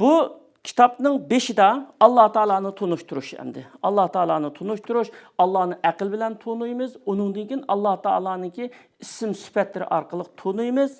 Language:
Uyghur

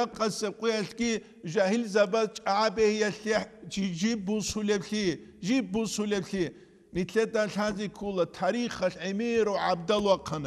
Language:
Avaric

